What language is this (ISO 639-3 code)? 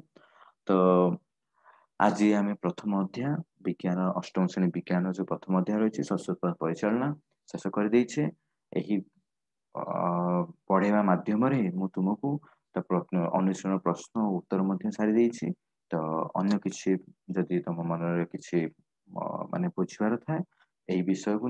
ori